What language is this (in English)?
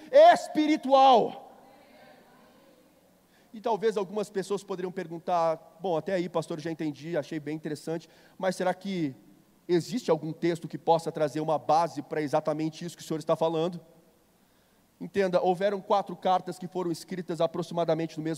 Portuguese